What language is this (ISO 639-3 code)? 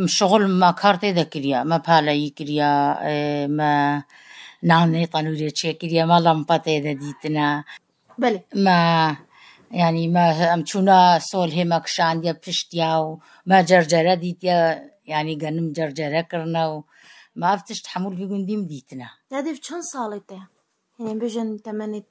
kur